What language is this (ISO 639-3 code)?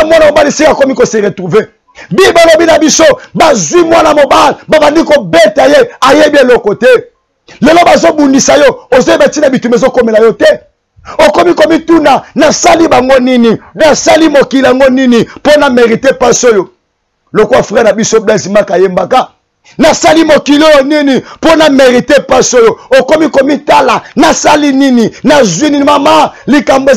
lin